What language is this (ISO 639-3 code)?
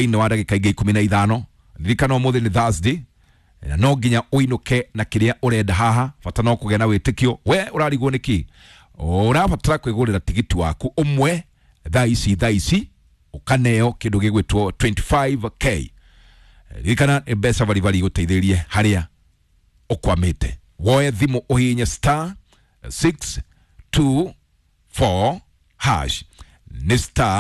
kik